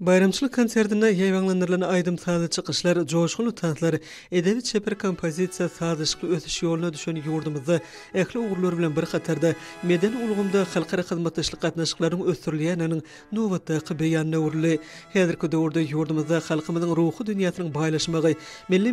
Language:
Turkmen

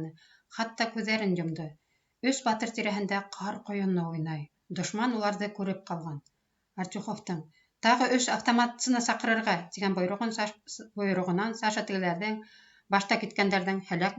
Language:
Bashkir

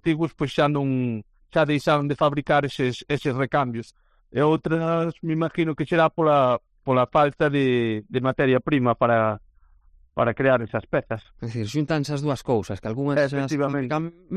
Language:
Galician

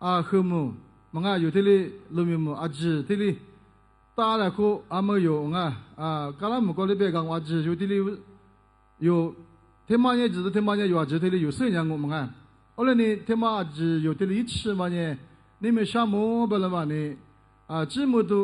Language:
Lisu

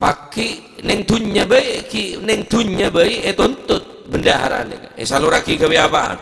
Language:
Madurese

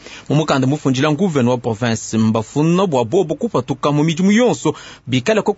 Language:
Luba-Lulua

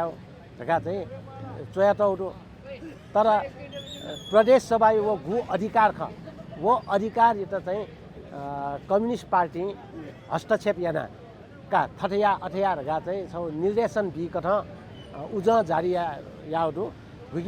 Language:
Newari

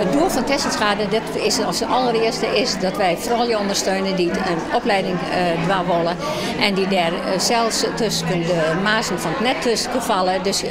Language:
Western Frisian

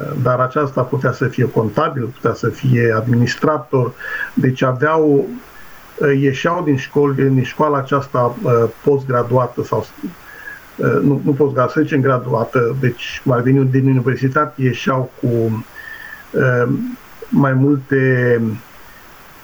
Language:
Romanian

